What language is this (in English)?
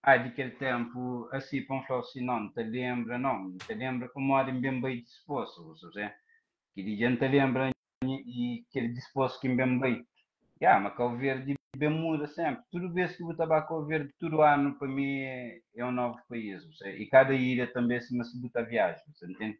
Kabuverdianu